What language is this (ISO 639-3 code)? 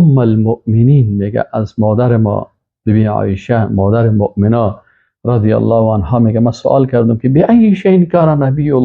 fas